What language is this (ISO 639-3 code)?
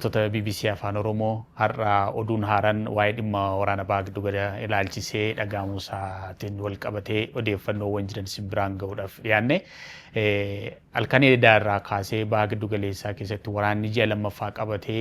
orm